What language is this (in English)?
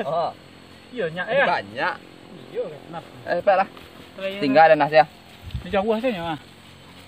Minangkabau